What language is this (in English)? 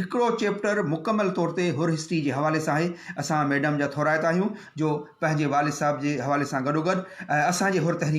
Sindhi